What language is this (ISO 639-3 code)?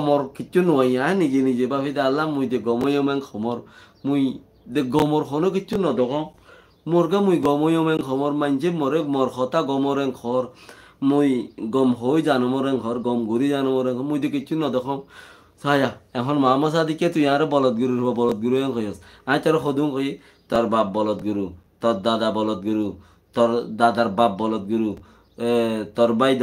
rhg